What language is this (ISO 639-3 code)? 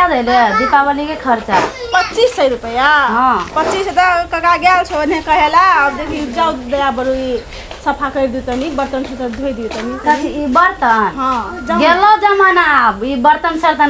mai